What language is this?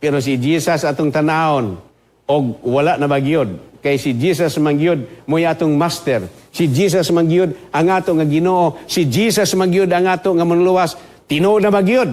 Cebuano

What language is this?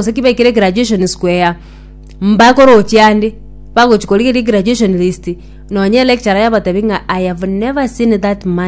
Gusii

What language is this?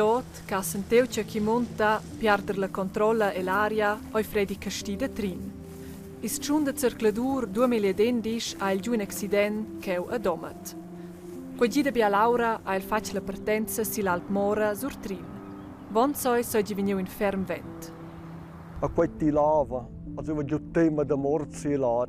Romansh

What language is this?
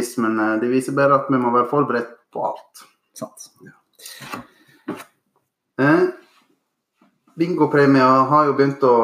Norwegian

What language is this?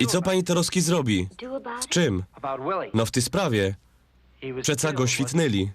Silesian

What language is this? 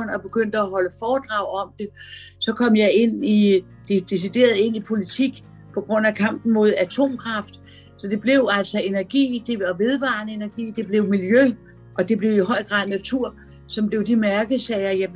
Danish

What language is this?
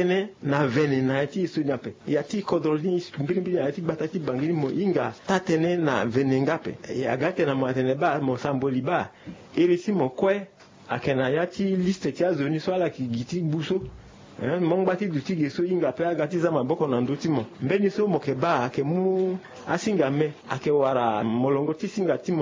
Sango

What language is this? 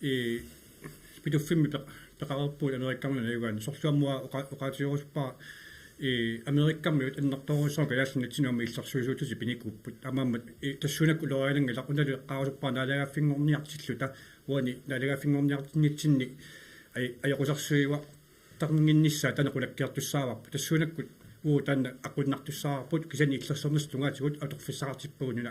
Kalaallisut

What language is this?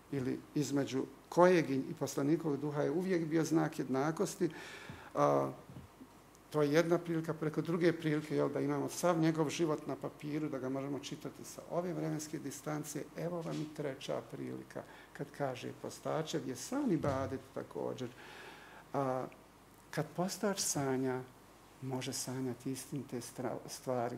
Bosnian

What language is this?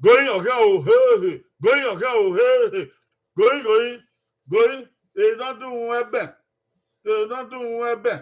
Bini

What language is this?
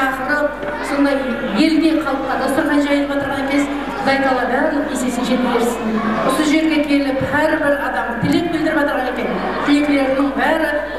Kara-Kalpak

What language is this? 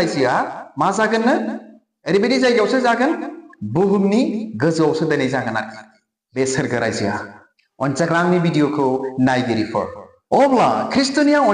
Bodo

